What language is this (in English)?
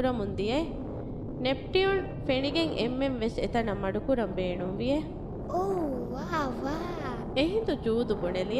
Divehi